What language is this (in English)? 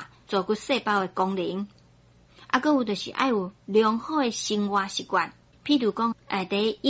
Min Nan Chinese